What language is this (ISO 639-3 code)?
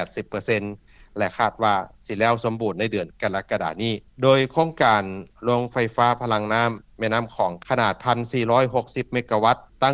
lao